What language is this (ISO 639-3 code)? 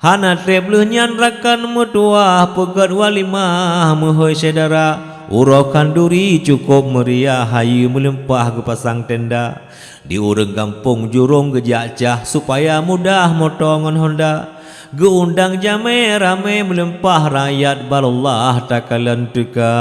ace